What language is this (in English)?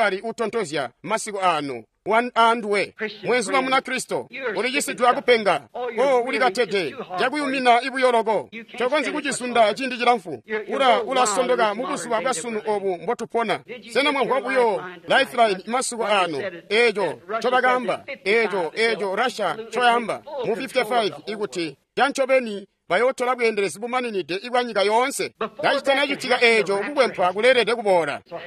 Tonga (Zambia)